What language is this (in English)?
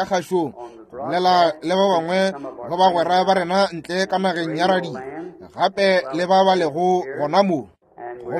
Northern Sotho